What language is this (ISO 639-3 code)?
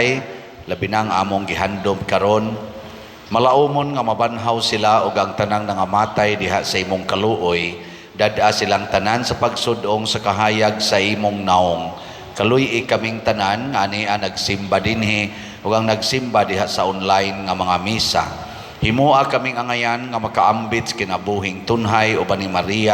ceb